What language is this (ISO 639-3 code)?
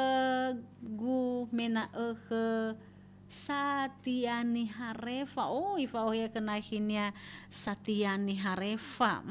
nia